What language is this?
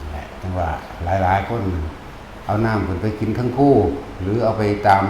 Northeastern Thai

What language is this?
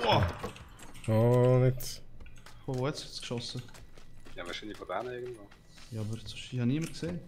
Swiss German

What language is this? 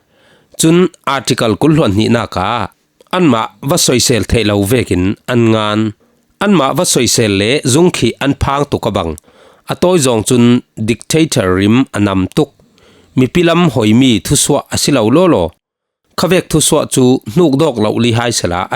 Falam Chin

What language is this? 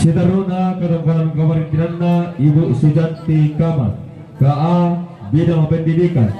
Toraja-Sa'dan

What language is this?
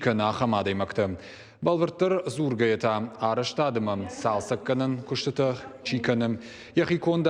Ossetic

